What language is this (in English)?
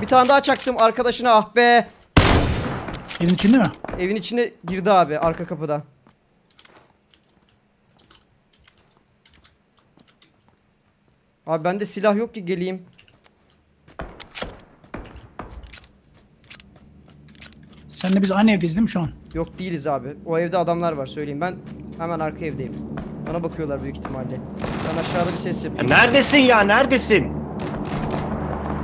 Turkish